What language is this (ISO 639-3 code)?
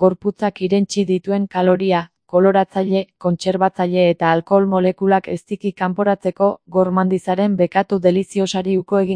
eus